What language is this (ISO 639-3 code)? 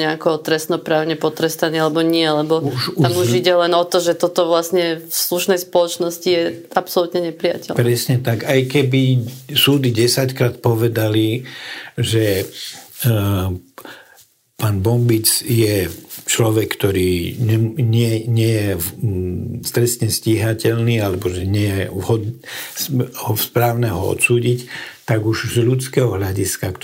slk